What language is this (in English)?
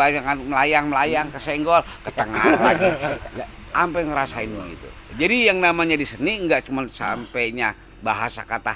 Betawi